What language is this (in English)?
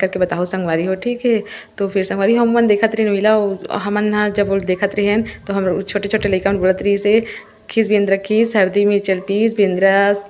Chhattisgarhi